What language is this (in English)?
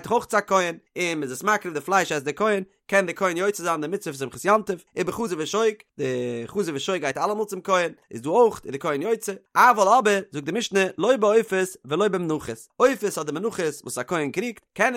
Yiddish